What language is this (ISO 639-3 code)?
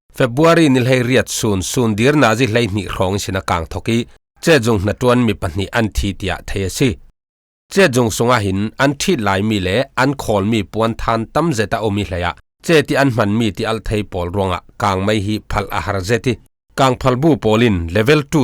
cfm